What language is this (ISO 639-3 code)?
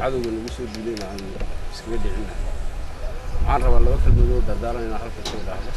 som